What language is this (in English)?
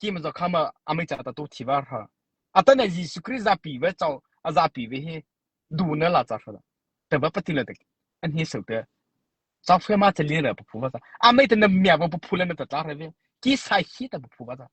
Mara Chin